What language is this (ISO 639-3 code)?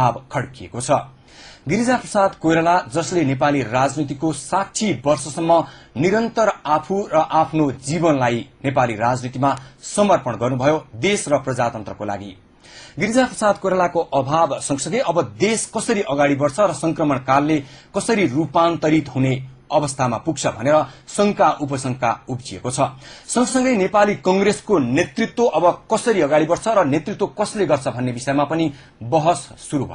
nep